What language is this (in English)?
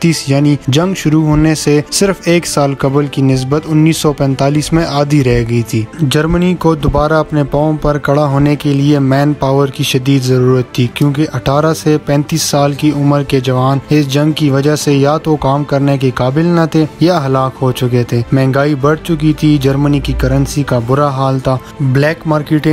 Urdu